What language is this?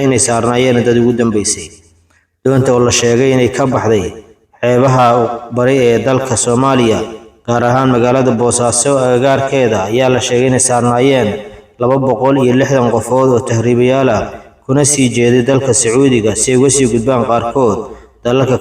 Somali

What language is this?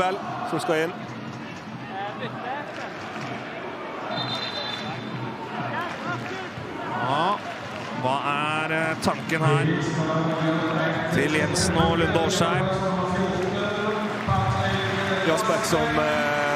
Norwegian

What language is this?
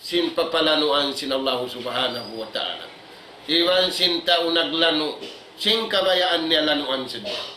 Tausug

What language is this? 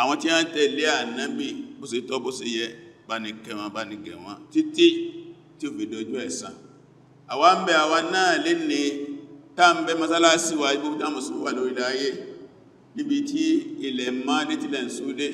Yoruba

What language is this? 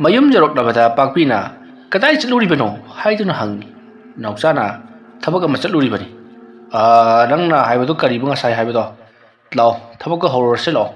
Manipuri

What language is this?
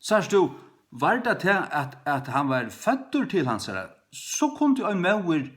Faroese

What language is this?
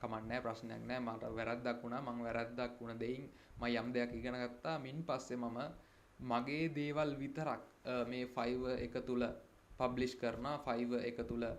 Sinhala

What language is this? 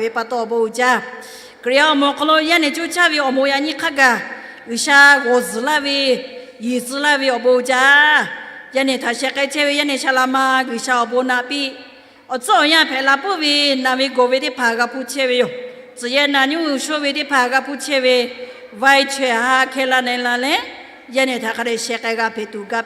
Lahu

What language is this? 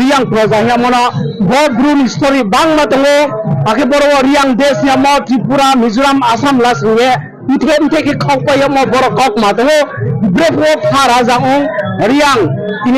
Riang (India)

